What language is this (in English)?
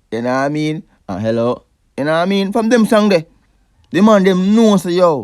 Jamaican Creole English